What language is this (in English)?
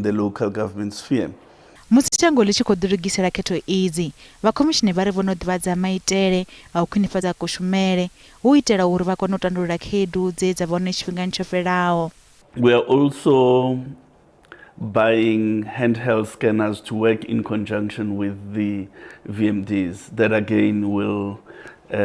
Venda